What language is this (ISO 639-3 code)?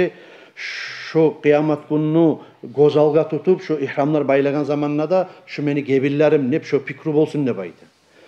kum